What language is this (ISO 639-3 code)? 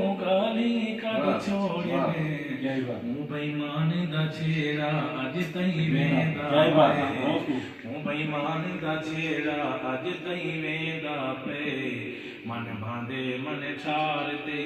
skr